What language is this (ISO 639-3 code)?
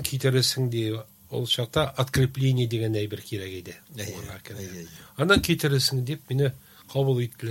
tat